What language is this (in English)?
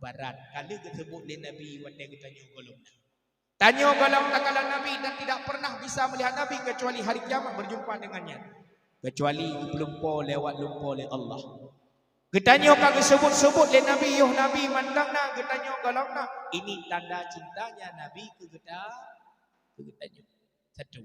Achinese